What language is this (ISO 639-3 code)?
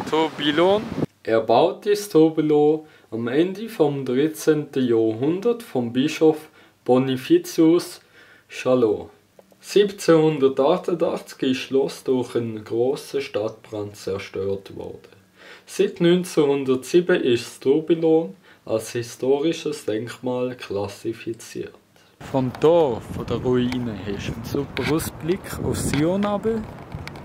gsw